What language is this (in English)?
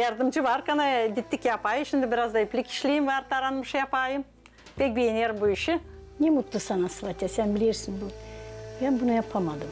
Gagauz